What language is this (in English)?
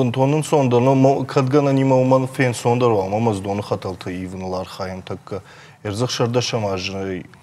Ossetic